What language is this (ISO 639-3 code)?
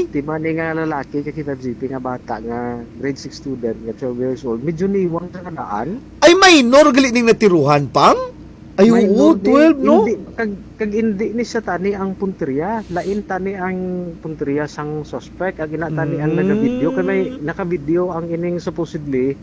hil